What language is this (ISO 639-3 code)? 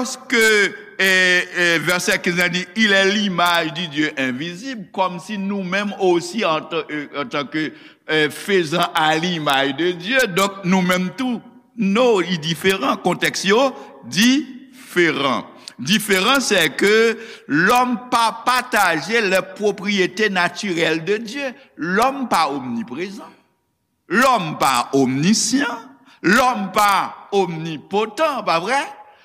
hat